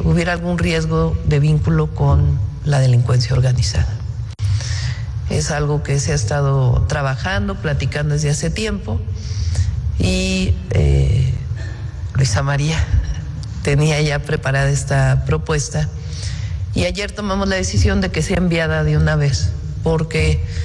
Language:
Spanish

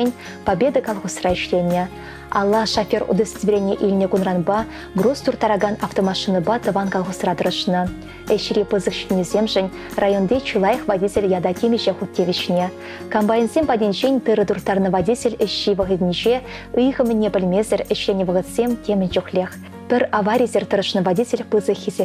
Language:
Chuvash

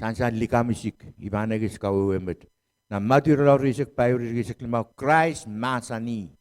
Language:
Pohnpeian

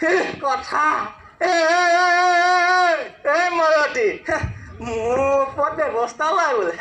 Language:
Assamese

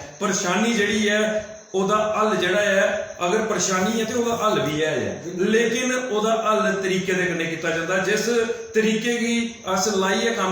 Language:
Dogri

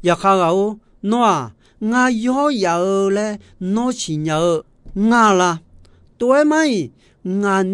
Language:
Akha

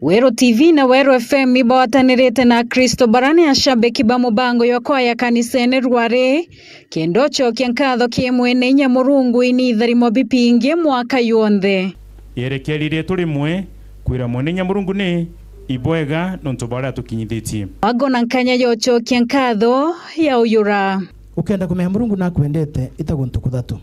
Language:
Meru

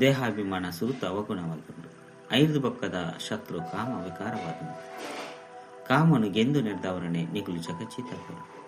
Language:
Tulu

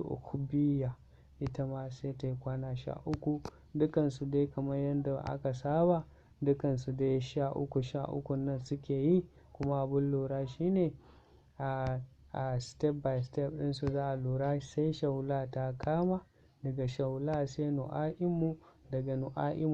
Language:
Hausa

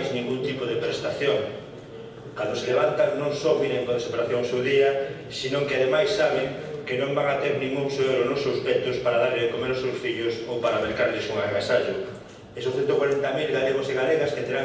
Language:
Galician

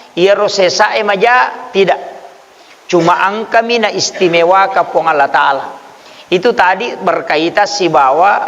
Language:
Buginese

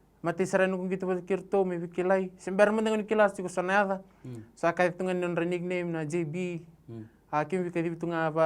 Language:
Fijian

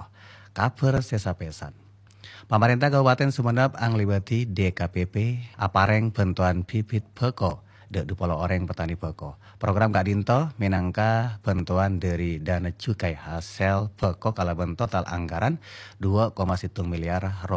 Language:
Madurese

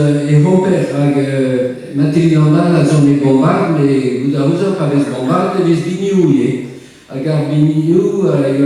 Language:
Breton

